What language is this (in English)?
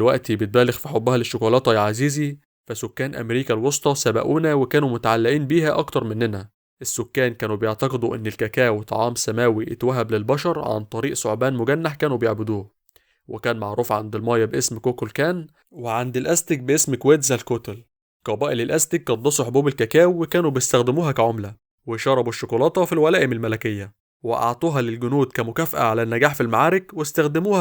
Egyptian Arabic